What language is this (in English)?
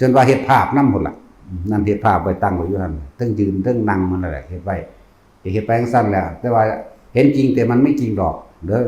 Northeastern Thai